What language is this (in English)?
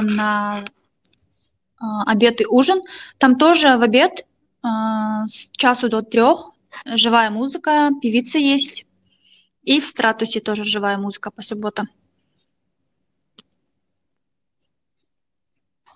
Russian